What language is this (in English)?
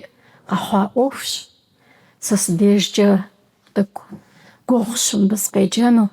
Kabardian